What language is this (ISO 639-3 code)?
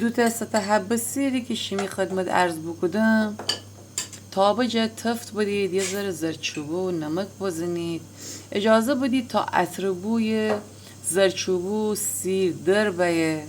glk